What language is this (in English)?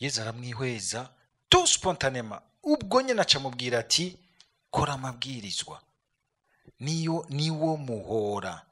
Rundi